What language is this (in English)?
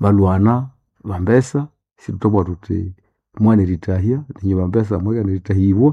Nande